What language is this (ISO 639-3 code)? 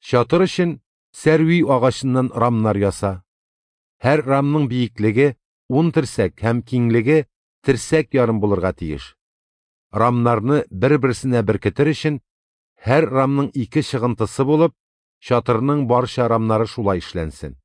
tat